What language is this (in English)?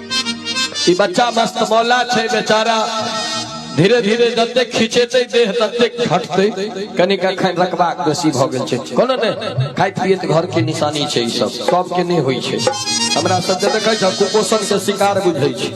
Maithili